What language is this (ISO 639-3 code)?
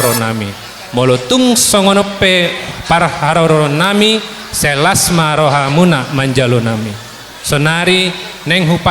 bbc